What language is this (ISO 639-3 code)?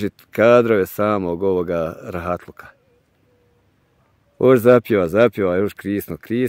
bos